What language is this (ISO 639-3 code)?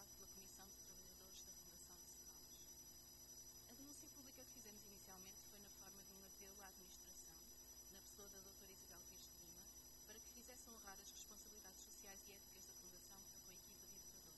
por